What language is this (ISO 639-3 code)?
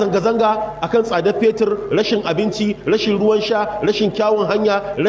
hau